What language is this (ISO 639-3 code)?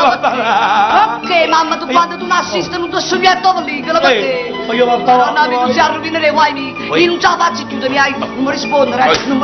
nap